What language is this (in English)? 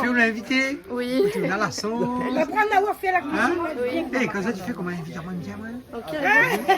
Réunion Creole French